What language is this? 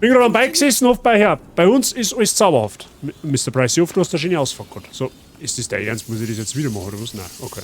Bavarian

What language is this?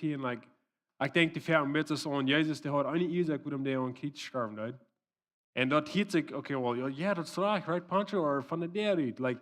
Plautdietsch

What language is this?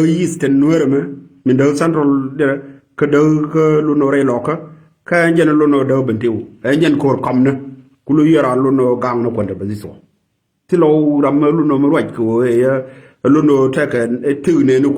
Nuer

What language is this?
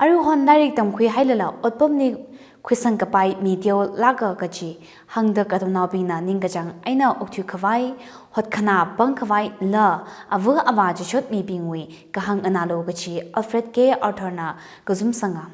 Tangkhul Naga (India)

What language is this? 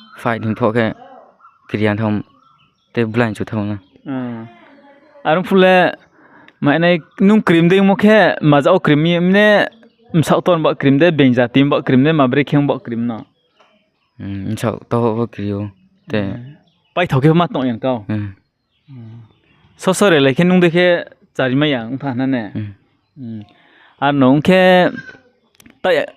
Riang (India)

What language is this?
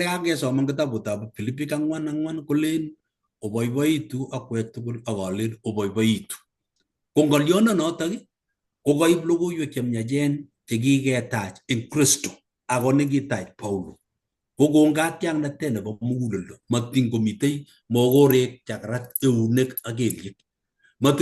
Kalenjin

